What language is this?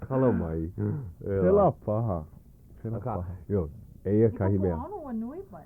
Hawaiian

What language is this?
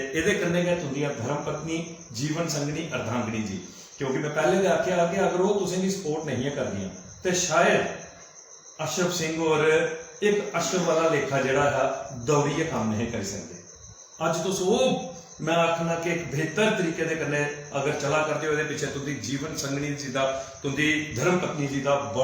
Dogri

